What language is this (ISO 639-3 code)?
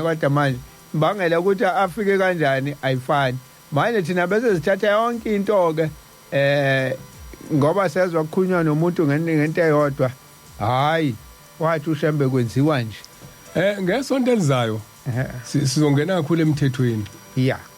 zul